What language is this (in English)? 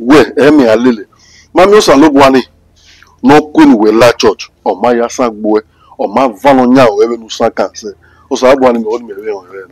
Bini